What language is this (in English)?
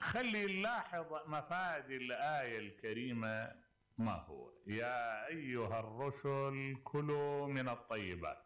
Mesopotamian Arabic